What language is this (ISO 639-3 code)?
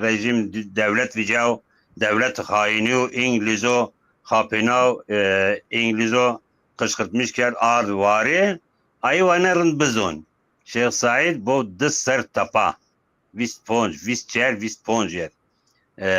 zza